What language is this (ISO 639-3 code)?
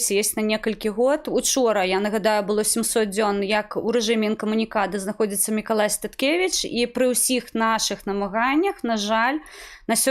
bel